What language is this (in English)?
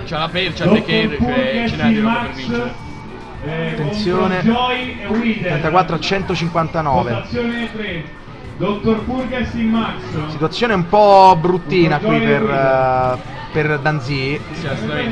Italian